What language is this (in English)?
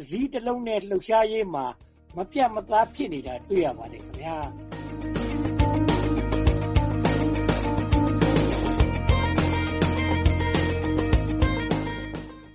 Burmese